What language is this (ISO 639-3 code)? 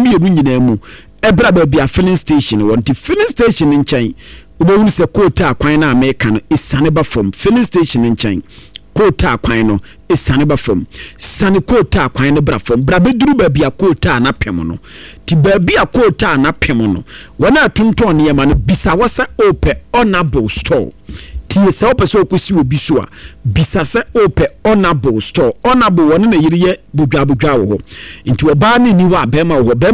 aka